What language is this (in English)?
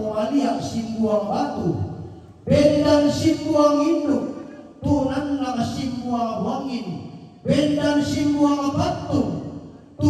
Toraja-Sa'dan